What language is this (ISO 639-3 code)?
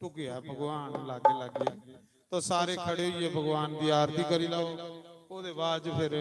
doi